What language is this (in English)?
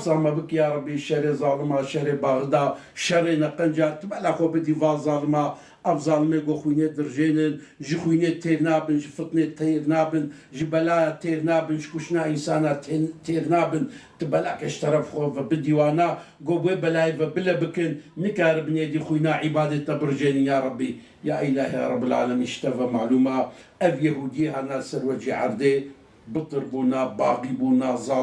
Kurdish